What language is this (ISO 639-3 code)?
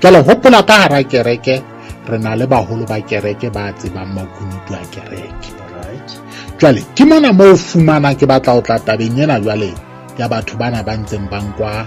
sot